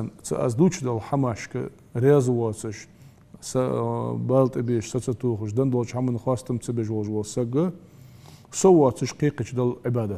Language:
Ingush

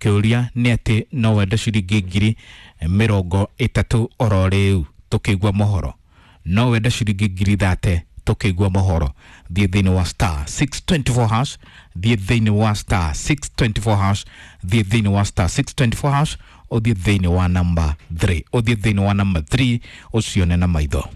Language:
Kikuyu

